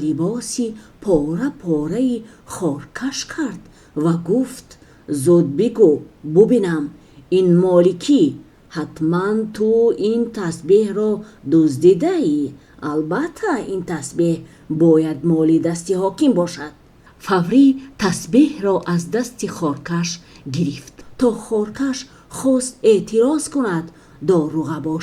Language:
Tajik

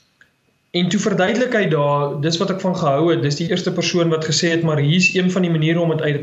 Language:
Afrikaans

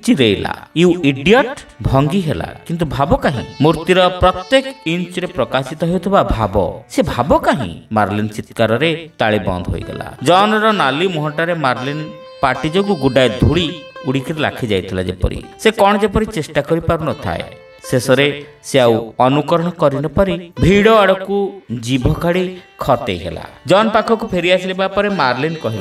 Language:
Odia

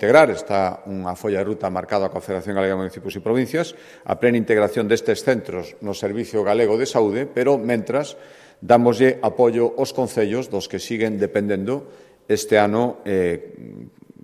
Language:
Galician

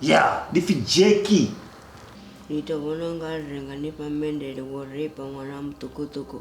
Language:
Venda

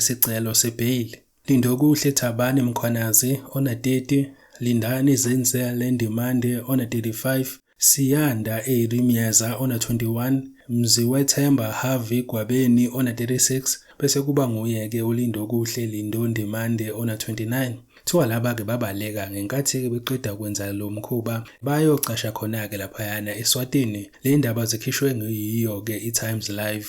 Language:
Zulu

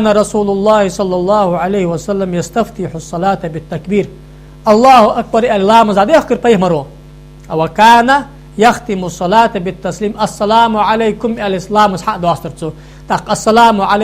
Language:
Ingush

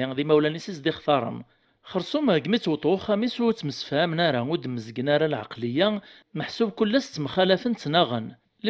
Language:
Kabyle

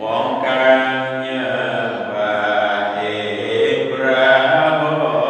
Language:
Javanese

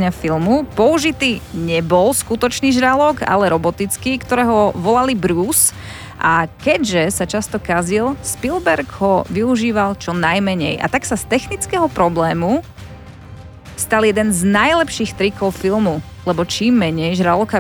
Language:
Slovak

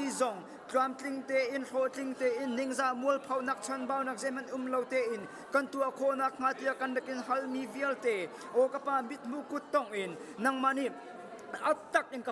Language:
Hakha Chin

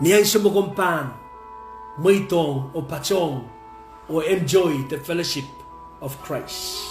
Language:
Pohnpeian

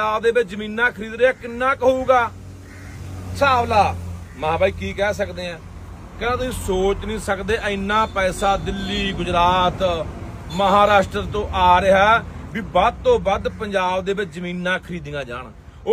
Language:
Punjabi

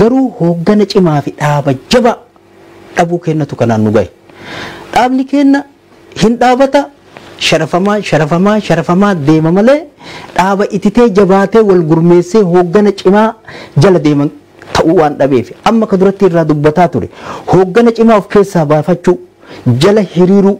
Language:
Oromo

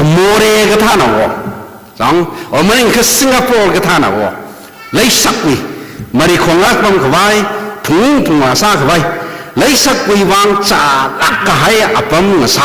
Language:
Tangkhul Naga (India)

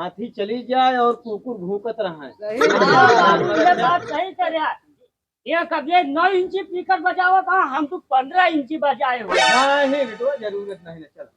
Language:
Awadhi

